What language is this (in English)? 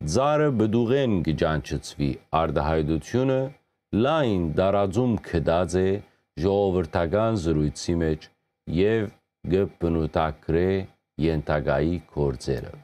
Western Armenian